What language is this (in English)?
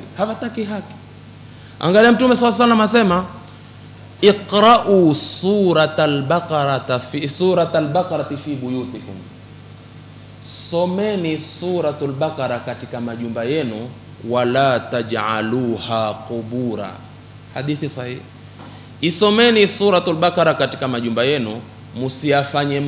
Swahili